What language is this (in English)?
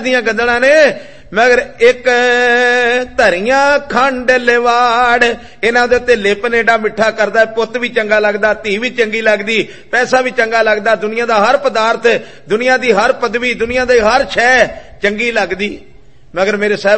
Punjabi